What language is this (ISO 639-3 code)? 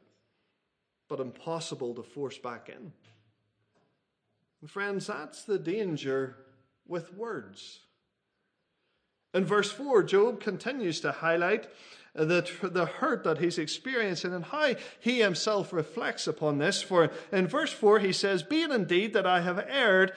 eng